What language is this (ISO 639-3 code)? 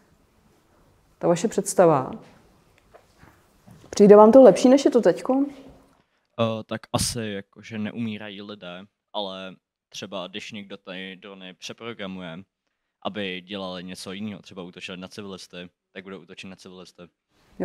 ces